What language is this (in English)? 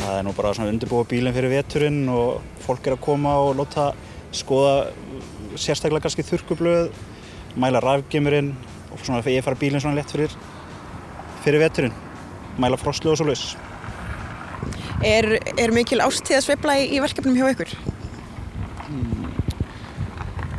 Icelandic